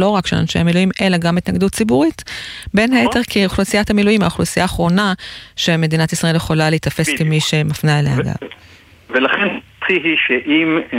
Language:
Hebrew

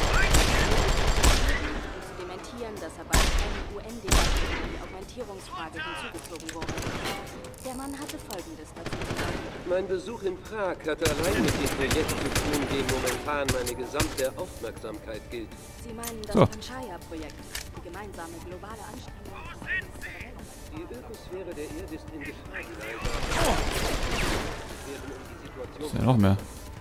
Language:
German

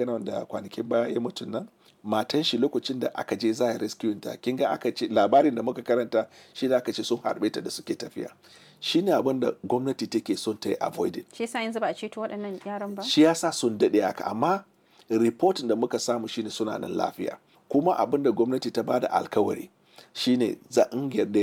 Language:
Hausa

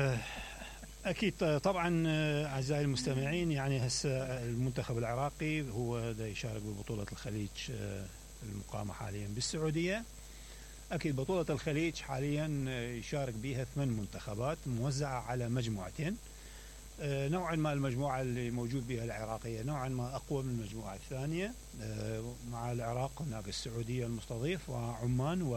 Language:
Mesopotamian Arabic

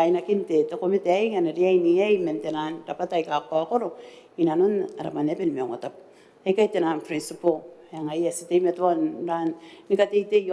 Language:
Gilbertese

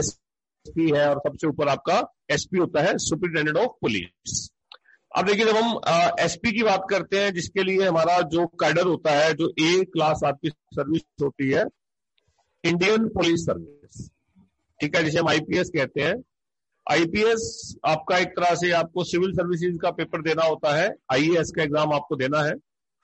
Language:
Hindi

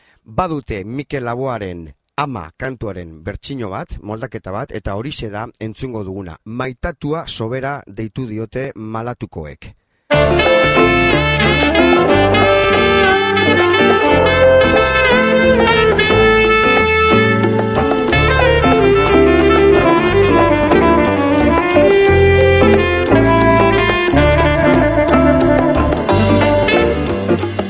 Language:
Basque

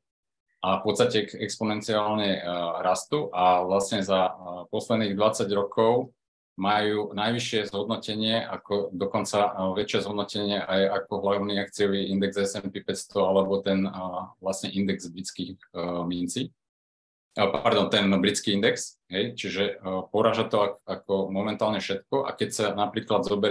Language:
Slovak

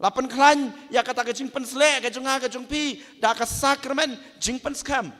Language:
Khasi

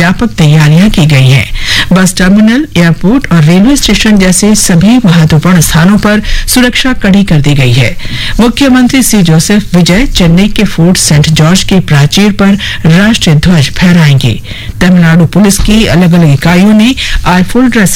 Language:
Hindi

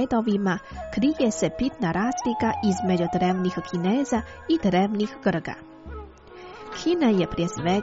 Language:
Croatian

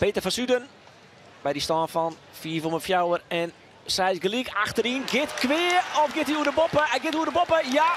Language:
Western Frisian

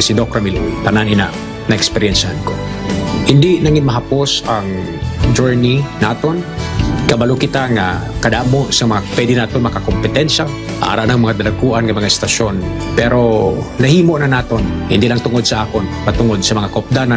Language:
Hiligaynon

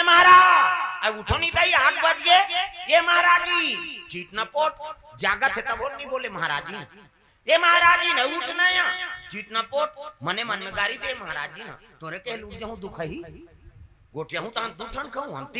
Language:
Chhattisgarhi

